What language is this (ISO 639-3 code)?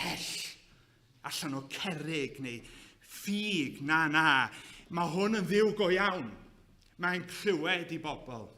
cym